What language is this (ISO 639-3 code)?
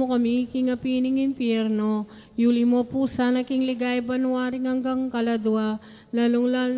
pam